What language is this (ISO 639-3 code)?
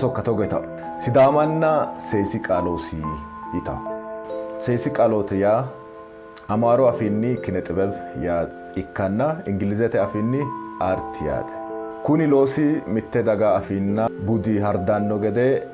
sid